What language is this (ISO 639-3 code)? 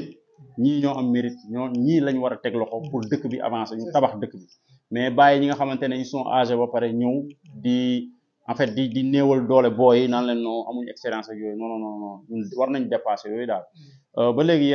wol